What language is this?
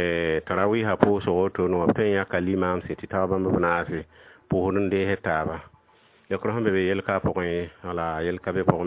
Mossi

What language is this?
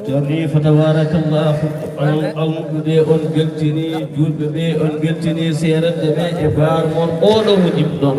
Fula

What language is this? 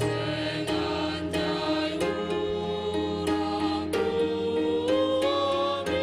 Batak Simalungun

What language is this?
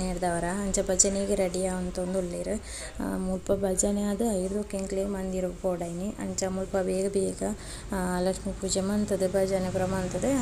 Tulu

